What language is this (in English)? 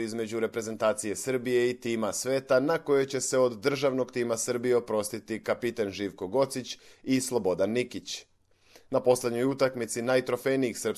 Serbian